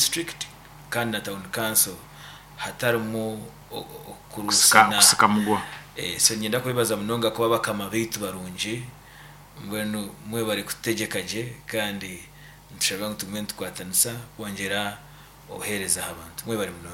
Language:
Nyankole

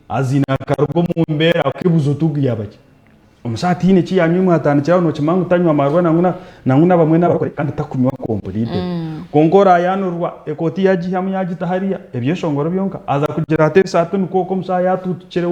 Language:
Nyankole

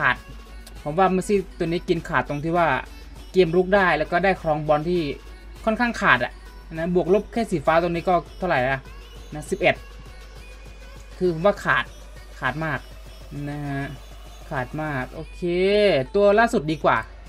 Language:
Thai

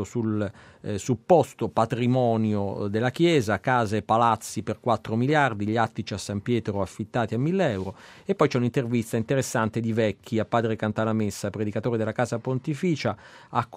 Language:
Italian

